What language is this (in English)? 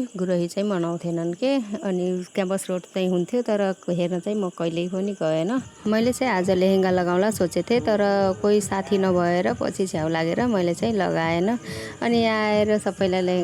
Nepali